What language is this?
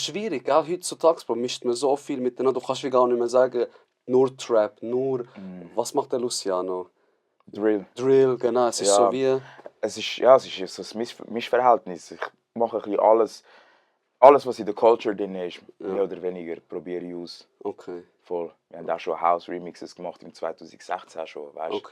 Swiss German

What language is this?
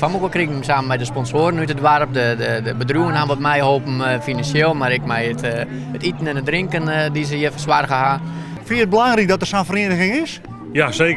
Western Frisian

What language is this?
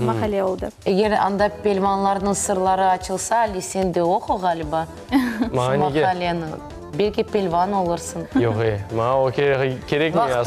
Crimean Tatar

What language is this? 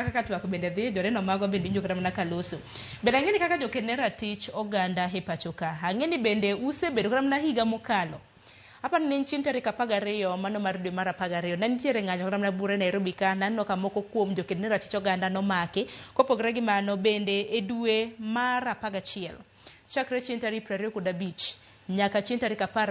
Luo (Kenya and Tanzania)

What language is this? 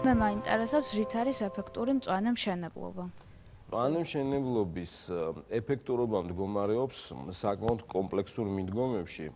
Georgian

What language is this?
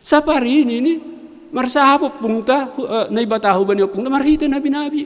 Batak Simalungun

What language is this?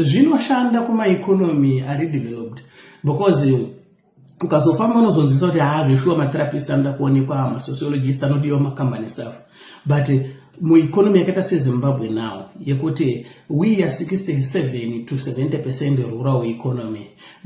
Shona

